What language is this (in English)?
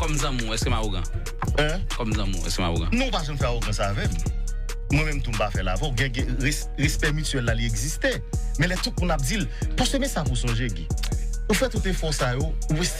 Haitian Creole